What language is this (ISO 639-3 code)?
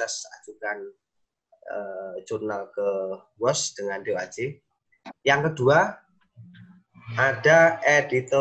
ind